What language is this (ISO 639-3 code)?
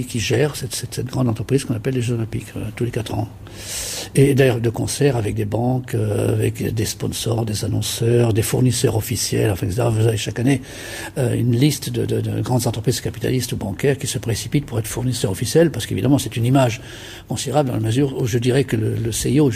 fra